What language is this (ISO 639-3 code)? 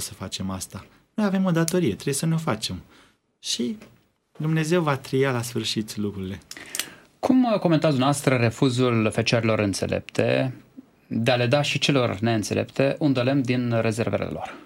ron